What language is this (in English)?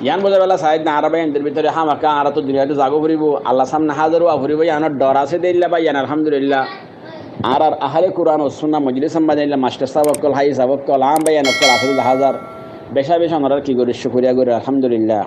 Rohingya